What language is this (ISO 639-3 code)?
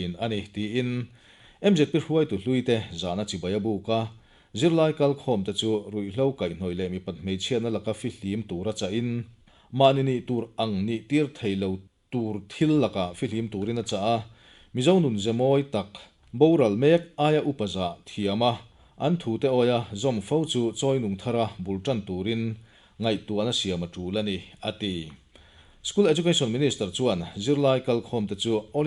lus